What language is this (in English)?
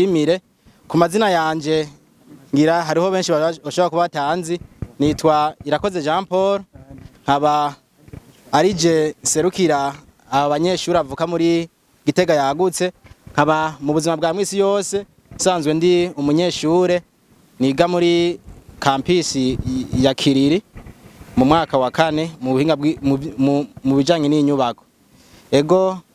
Rundi